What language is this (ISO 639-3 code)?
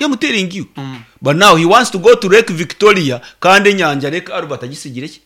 nyn